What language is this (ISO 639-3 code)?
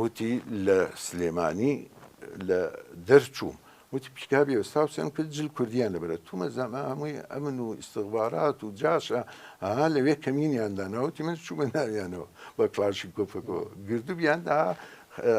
ckb